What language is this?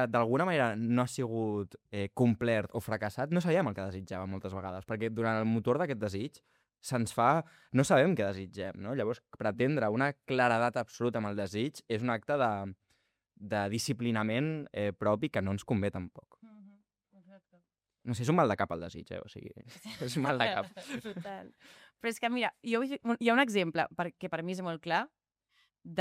Catalan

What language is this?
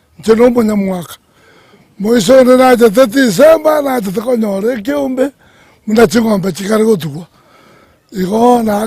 Gusii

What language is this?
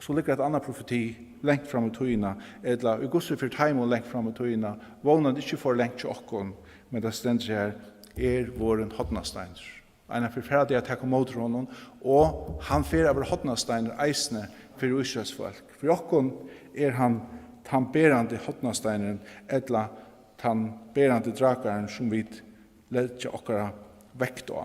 Faroese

